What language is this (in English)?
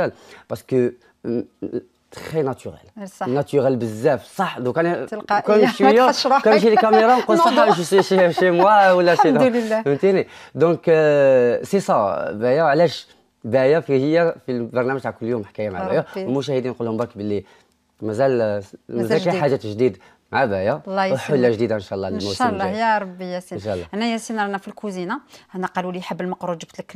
Algerian Arabic